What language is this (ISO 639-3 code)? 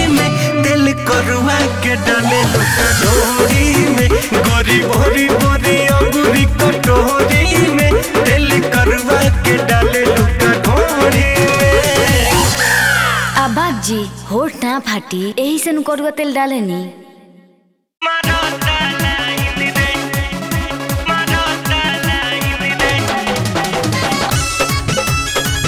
bho